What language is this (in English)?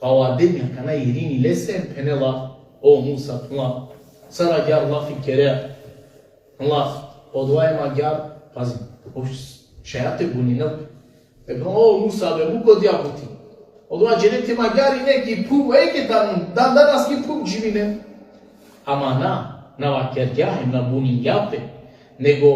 Balkan Romani